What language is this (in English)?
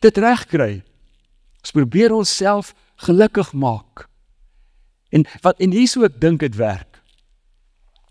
Afrikaans